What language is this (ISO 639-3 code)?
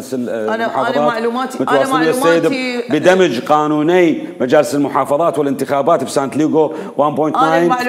acm